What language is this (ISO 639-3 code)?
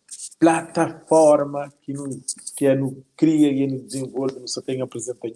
kea